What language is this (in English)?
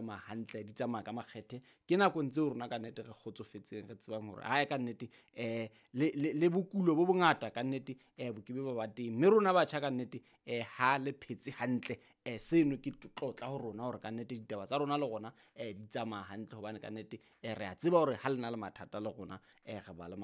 Southern Sotho